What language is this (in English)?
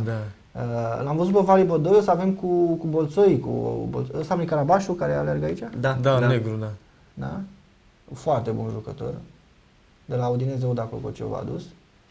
Romanian